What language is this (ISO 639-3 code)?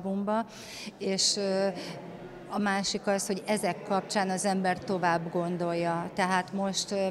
hun